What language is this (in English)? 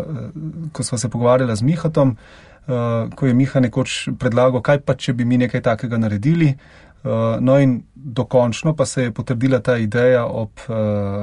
Slovenian